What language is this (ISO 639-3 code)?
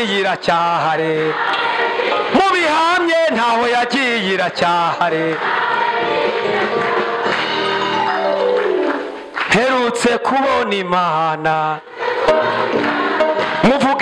kin